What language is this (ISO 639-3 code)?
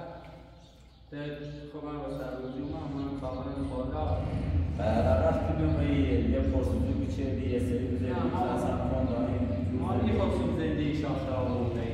fas